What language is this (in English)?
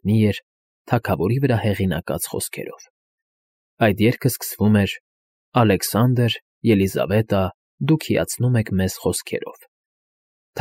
Armenian